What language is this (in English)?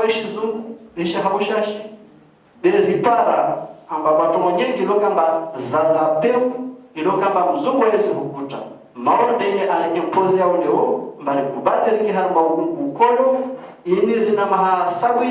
Ngazidja Comorian